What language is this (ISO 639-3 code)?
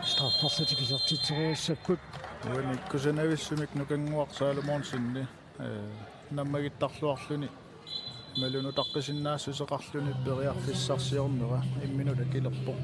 kal